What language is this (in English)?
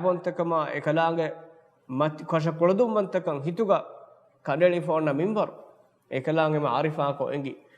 Divehi